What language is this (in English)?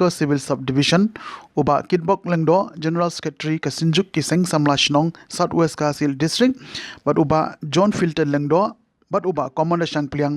Khasi